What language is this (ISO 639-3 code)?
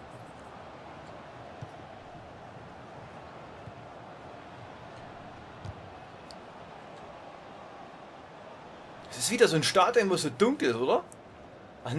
deu